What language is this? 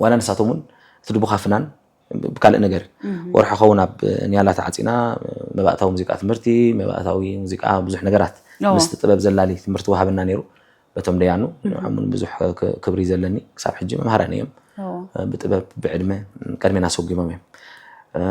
Tigrinya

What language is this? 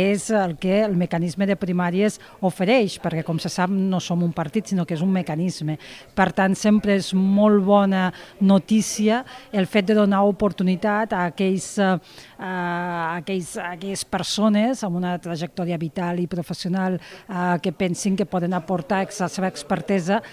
Catalan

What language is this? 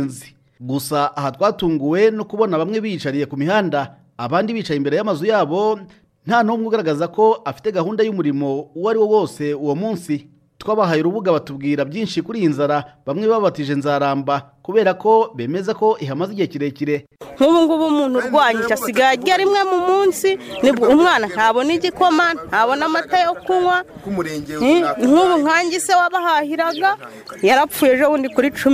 Kinyarwanda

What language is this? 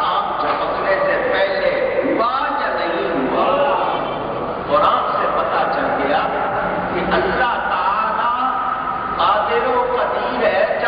Urdu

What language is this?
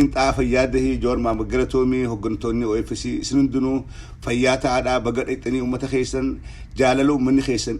Oromo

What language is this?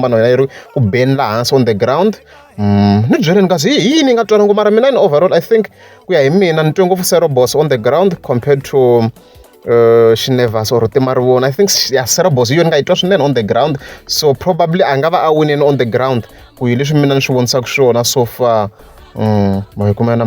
Tsonga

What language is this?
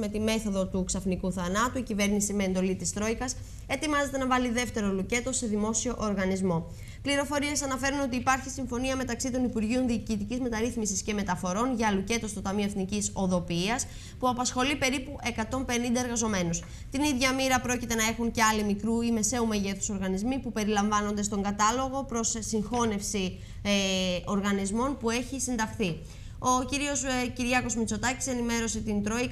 Greek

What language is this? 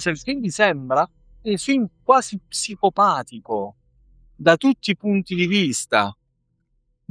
Italian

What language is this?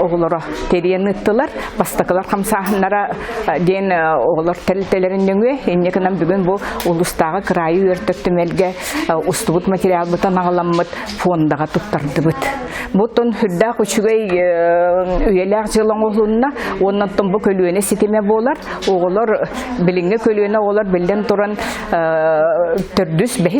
Yakut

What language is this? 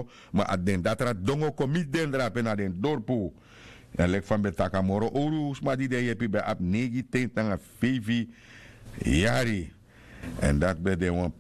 Sranan Tongo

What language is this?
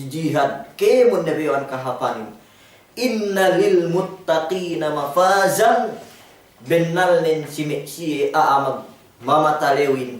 Yakan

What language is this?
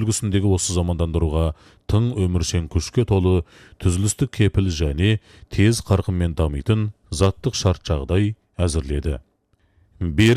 Kazakh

